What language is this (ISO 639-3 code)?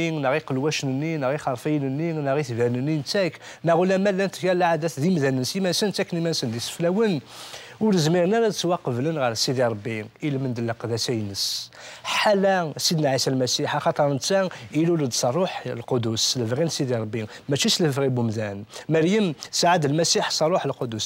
kab